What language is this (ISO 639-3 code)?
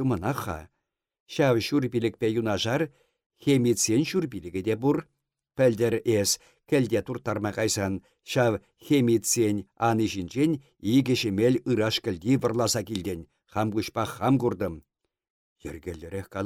chv